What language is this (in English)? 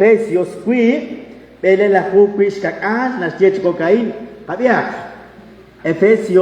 Kekchí